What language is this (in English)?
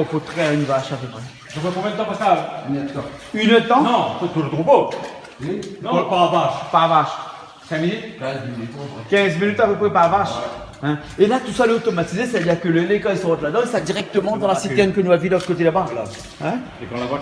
Réunion Creole French